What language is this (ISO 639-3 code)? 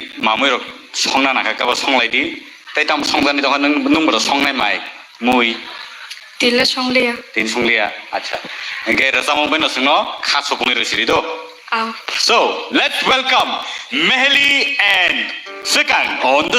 trp